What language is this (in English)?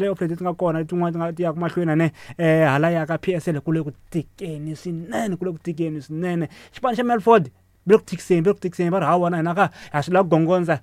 Tsonga